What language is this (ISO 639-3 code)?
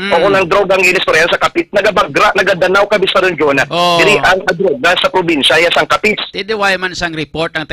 hil